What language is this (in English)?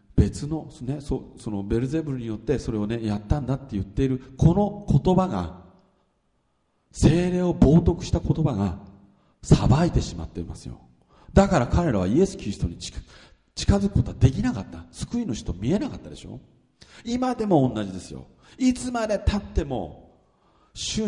Japanese